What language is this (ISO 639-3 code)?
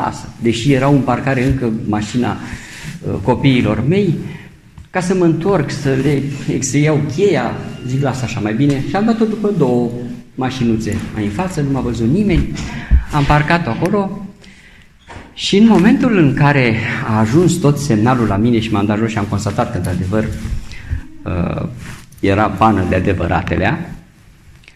ron